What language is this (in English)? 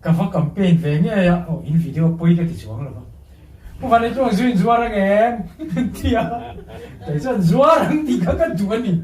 Mizo